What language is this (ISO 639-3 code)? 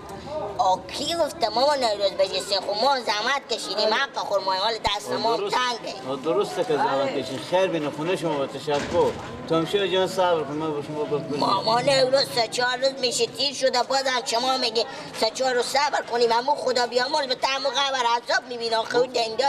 fas